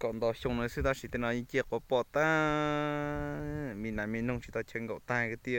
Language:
Hmong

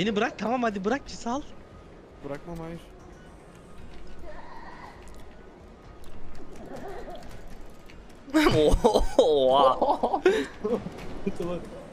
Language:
Turkish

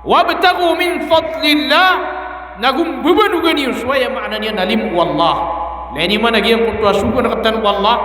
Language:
Maranao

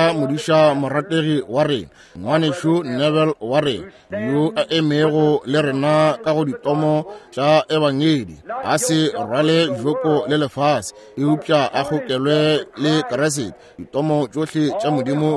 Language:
Northern Sotho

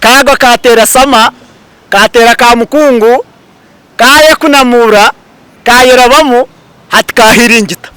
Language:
Nyankole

